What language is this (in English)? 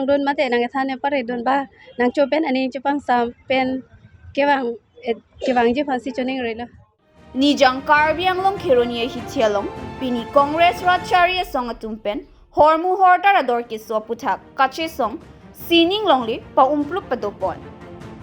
Karbi